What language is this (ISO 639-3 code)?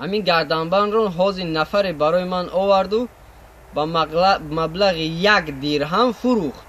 tgk